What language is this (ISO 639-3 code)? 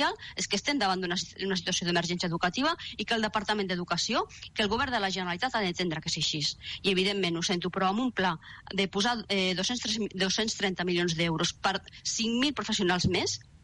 cat